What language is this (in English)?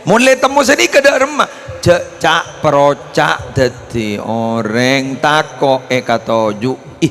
Madurese